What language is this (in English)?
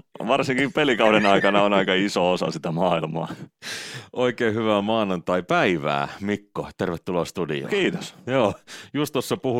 Finnish